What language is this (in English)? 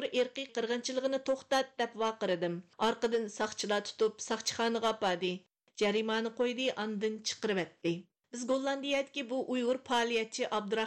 Uyghur